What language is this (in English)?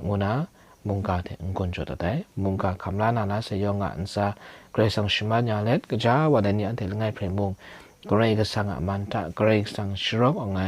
Kachin